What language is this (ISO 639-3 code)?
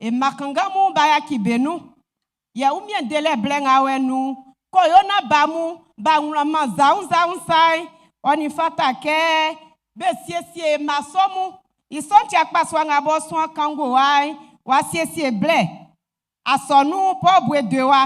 bci